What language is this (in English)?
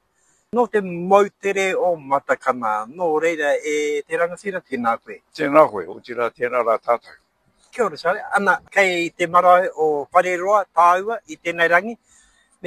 Māori